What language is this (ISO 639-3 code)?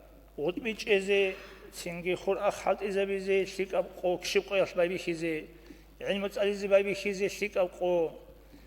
ava